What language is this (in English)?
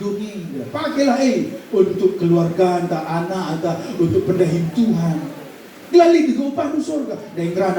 Batak Karo